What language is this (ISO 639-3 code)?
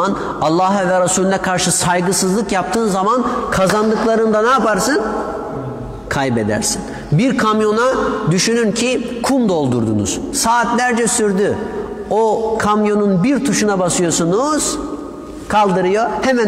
tur